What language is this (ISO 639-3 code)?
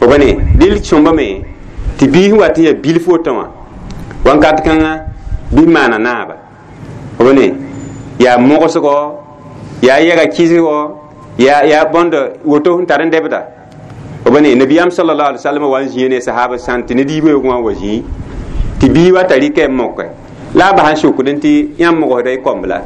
mos